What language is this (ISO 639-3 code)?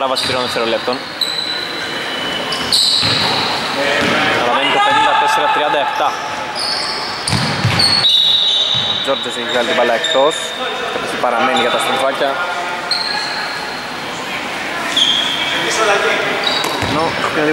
ell